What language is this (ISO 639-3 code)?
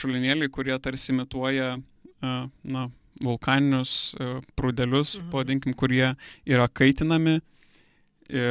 lit